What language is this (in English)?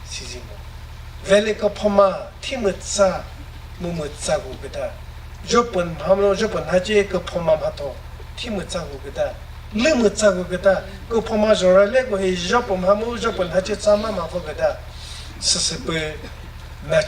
Chokri Naga